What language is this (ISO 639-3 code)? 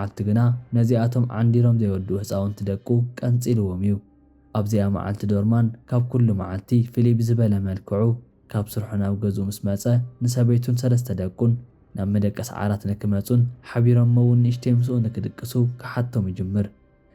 tir